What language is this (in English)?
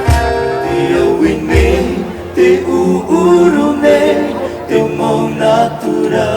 Tahitian